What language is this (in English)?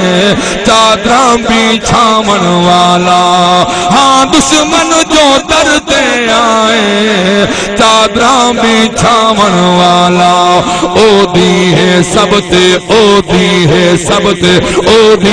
Saraiki